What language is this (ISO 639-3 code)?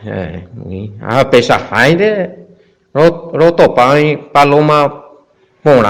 grn